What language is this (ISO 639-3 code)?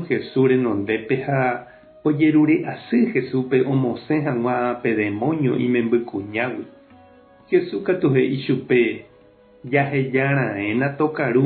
grn